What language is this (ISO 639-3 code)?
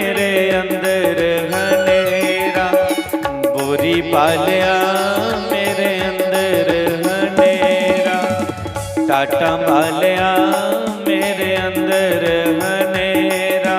doi